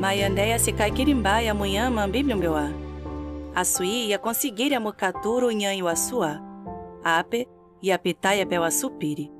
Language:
Nheengatu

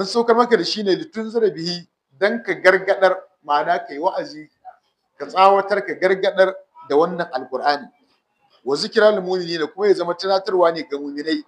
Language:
Hausa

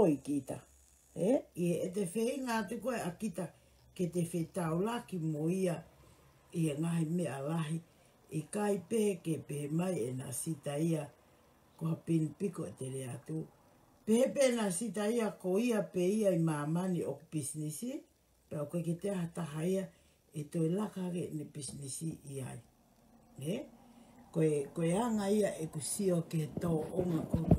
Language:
Tongan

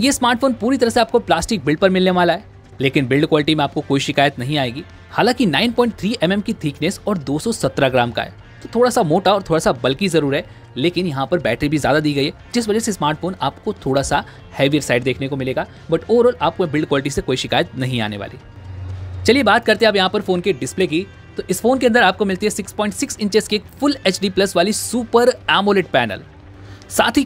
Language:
Hindi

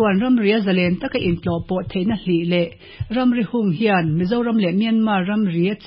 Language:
Mizo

